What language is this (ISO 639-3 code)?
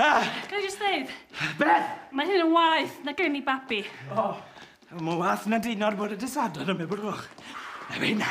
cym